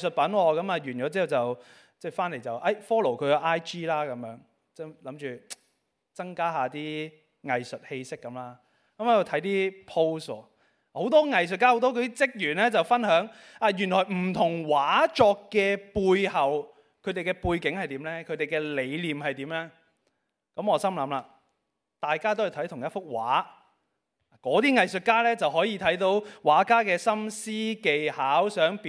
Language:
Cantonese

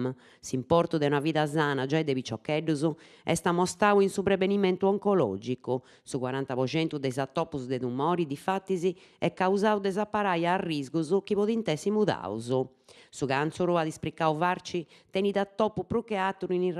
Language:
Sardinian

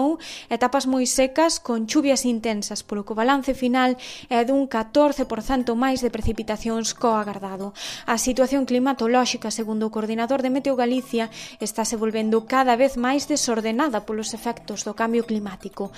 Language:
Galician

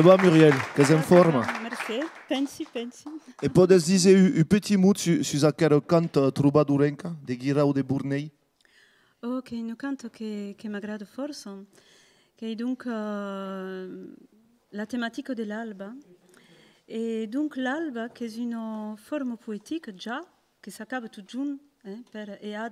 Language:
Occitan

